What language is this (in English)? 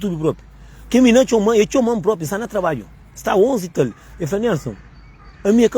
Kabuverdianu